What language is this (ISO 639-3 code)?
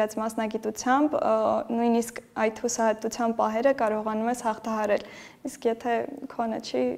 hye